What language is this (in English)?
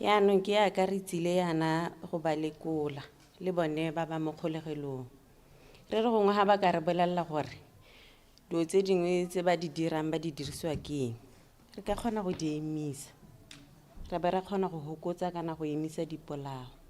Tswana